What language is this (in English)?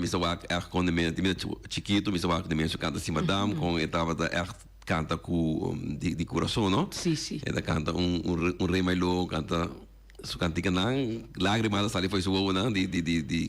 Papiamento